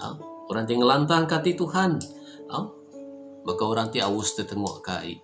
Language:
Iban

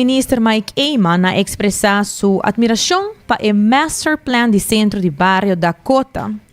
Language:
Papiamento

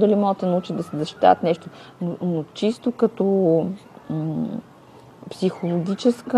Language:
Bulgarian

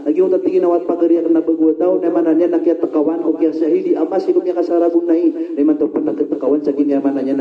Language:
Maranao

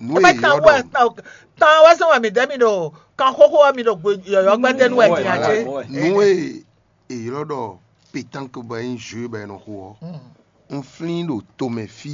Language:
Fon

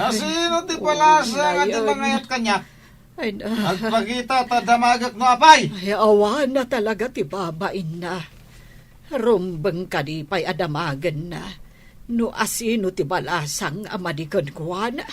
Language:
Iloko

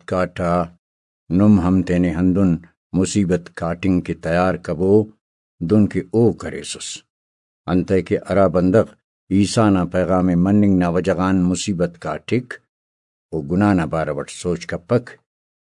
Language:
Brahui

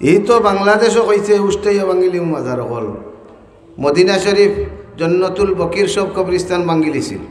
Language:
Sylheti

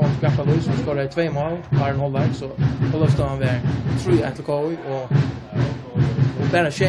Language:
Faroese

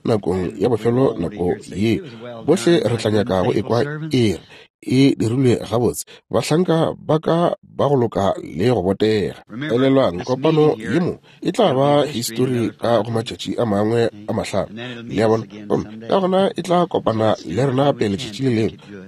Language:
Northern Sotho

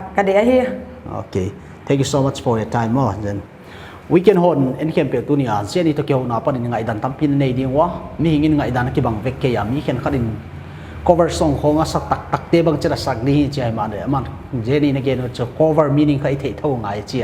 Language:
Paite Chin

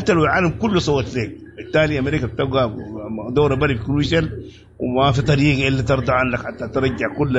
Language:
Sudanese Arabic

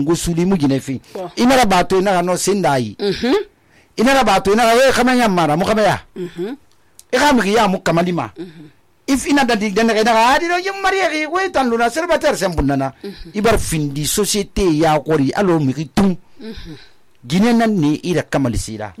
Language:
Susu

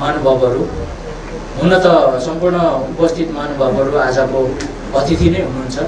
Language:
Nepali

